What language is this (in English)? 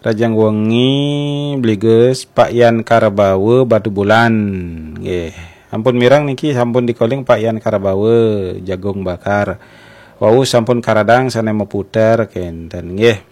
Balinese